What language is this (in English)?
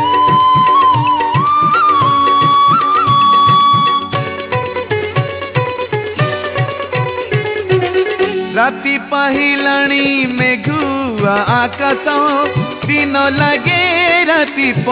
Odia